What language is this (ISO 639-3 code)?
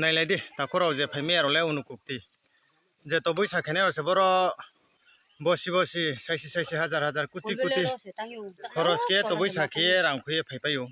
ria